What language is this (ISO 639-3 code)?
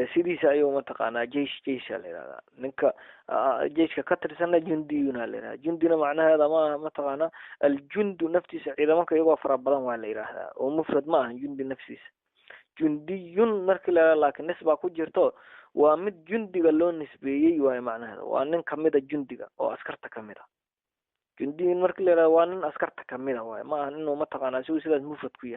som